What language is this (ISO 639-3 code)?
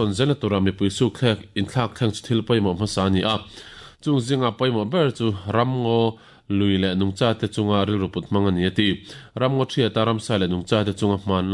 lus